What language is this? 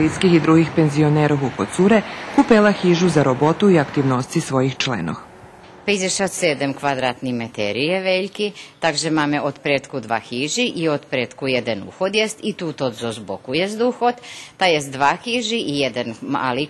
Rusyn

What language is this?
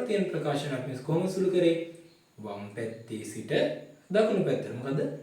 Sinhala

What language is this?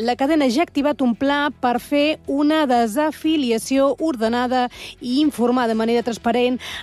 Catalan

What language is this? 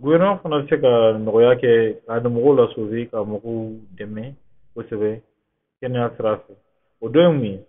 Bambara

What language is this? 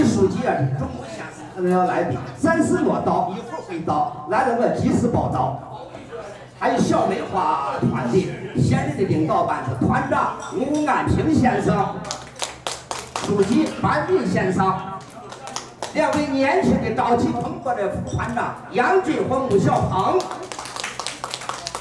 Chinese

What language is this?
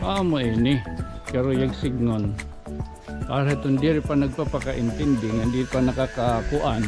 Waray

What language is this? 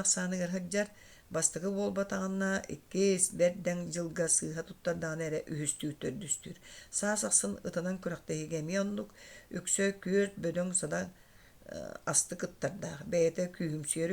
Yakut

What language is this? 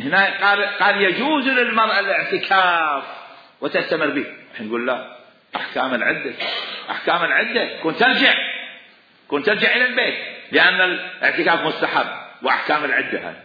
Mesopotamian Arabic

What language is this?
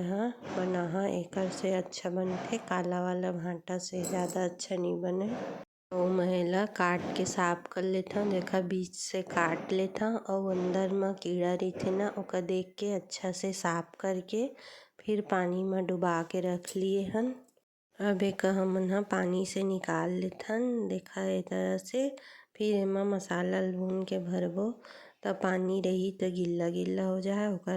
Chhattisgarhi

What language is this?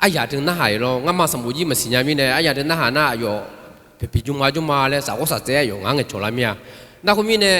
Akha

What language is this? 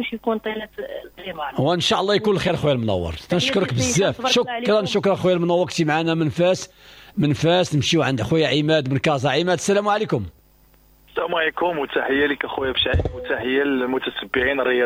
Moroccan Arabic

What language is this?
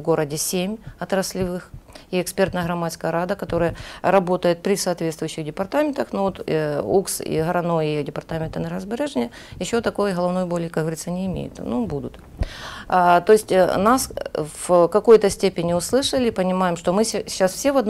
Russian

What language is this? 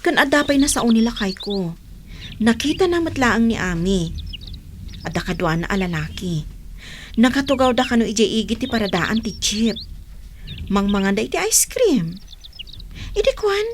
Iloko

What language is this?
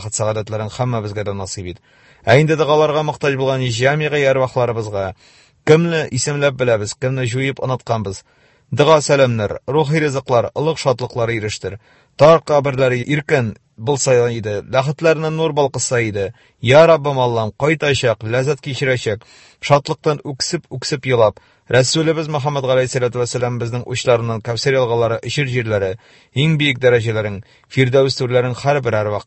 Tatar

